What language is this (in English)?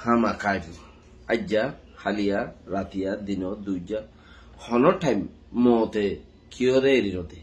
Rohingya